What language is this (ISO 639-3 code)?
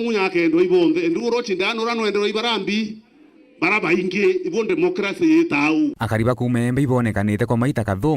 mer